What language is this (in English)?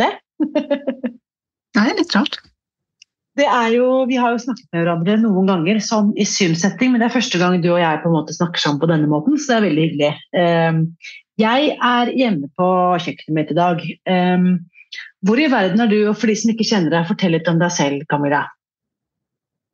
Norwegian